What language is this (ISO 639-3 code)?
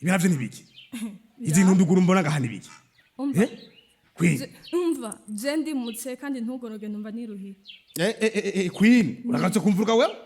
run